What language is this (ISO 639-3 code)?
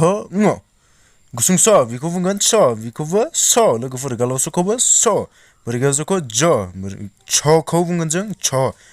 brx